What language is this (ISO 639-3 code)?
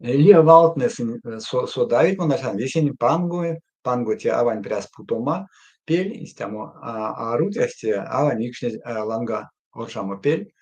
myv